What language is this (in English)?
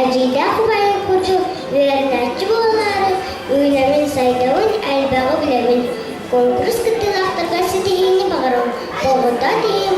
Yakut